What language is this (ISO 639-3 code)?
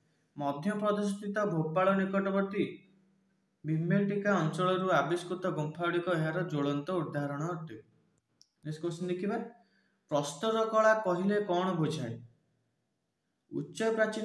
ori